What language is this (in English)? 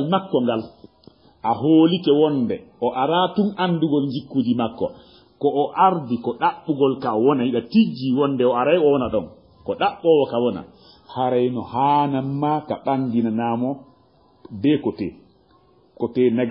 Fula